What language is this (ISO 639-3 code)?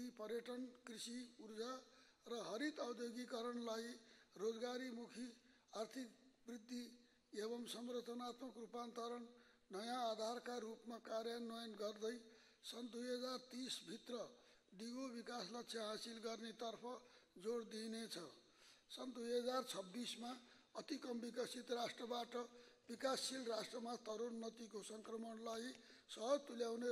nep